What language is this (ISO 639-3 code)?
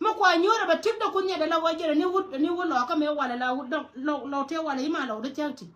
nus